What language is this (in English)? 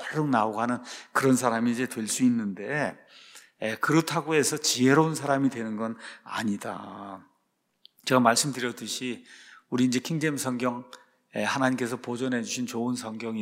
Korean